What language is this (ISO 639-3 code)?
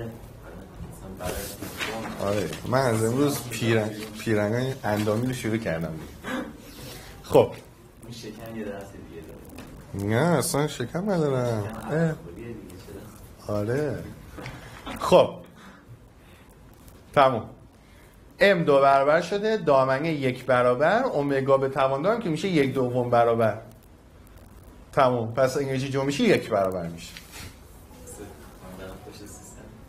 fas